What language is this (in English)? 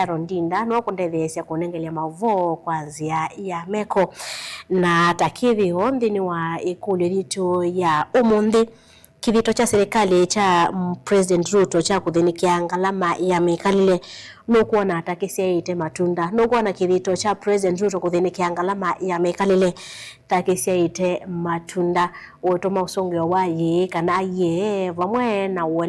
Kamba